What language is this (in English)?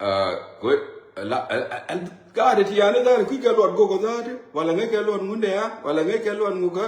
Nuer